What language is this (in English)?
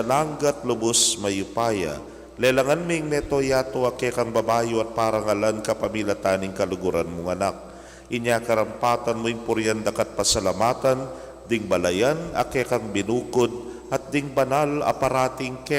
Pampanga